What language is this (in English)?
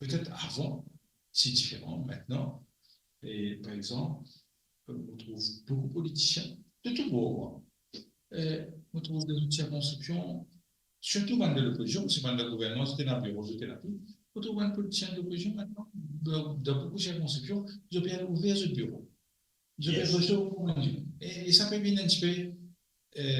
Morisyen